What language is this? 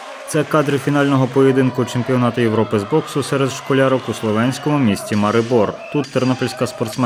Ukrainian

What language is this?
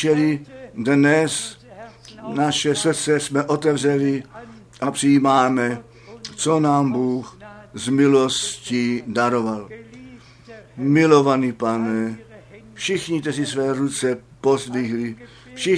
Czech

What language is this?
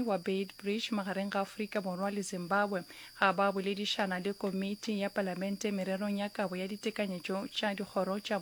Northern Sotho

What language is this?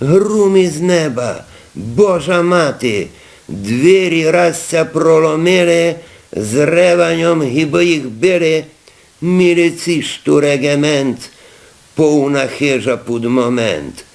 Rusyn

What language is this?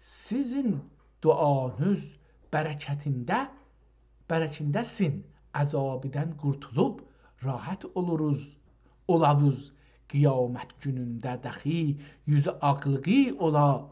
South Azerbaijani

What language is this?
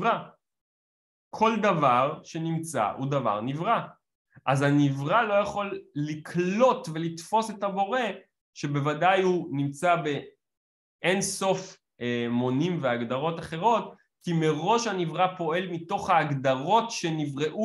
Hebrew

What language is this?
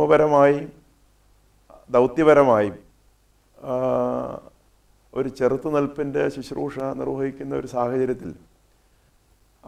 Malayalam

